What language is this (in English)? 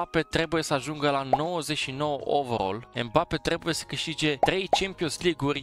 Romanian